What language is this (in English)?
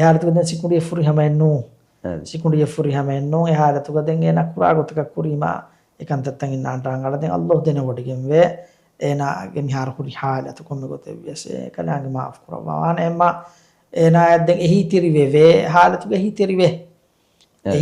Divehi